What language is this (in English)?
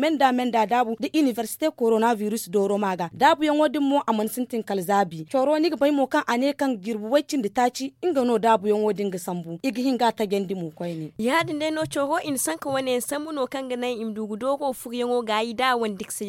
Zarma